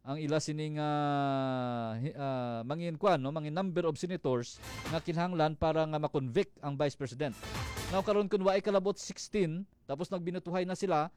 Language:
Hiligaynon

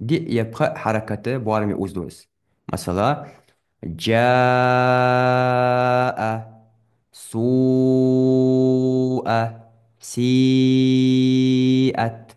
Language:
Ingush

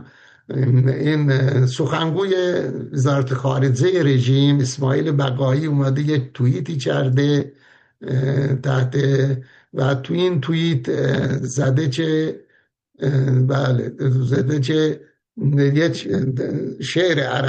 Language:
Persian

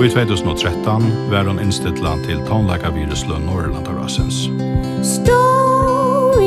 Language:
Faroese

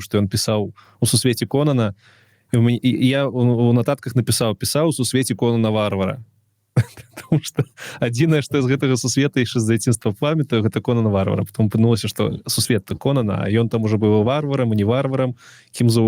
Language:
Belarusian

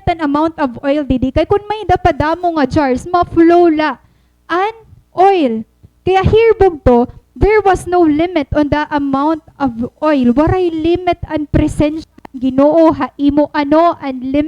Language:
Waray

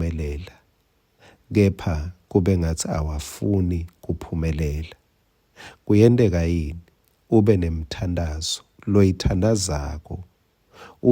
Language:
Swati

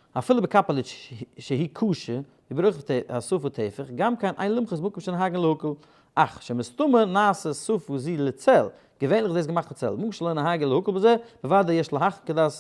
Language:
Yiddish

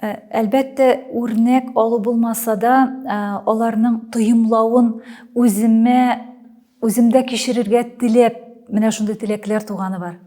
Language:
Tatar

